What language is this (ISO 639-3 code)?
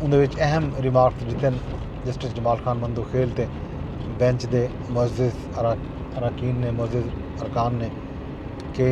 skr